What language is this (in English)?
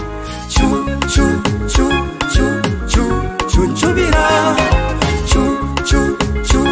Swahili